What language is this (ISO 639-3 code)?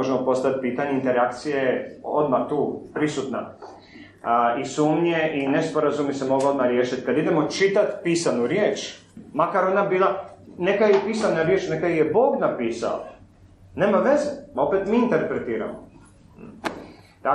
hrv